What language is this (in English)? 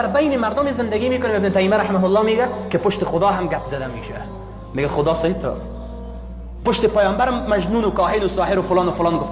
Persian